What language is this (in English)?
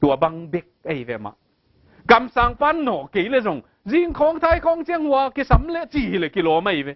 Tedim Chin